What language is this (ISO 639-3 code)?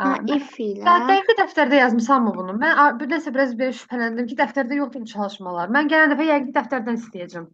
aze